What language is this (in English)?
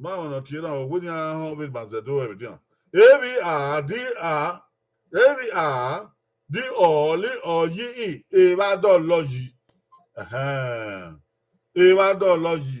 Bini